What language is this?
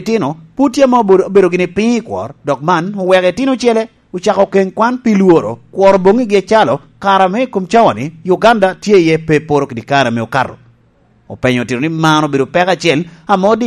Lango (Uganda)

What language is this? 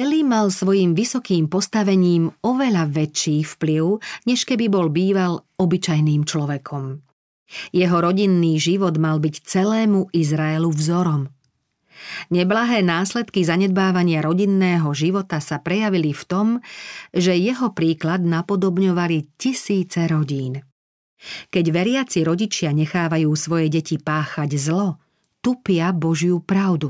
Slovak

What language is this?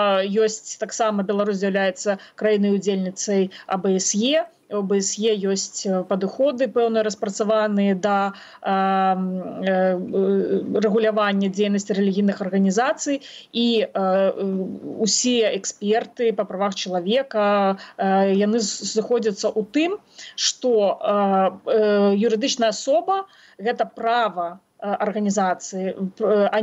Belarusian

